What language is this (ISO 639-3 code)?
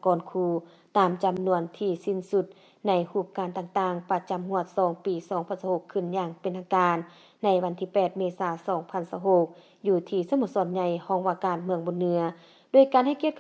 lao